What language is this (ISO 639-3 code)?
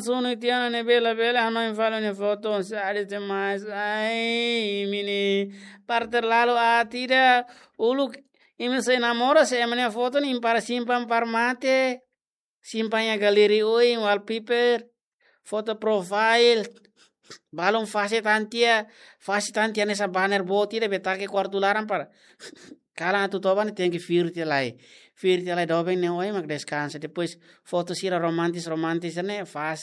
tet